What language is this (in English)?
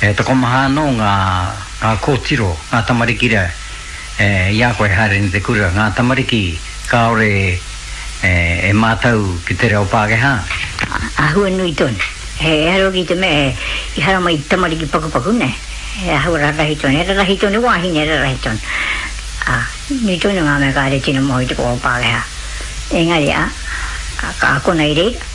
Māori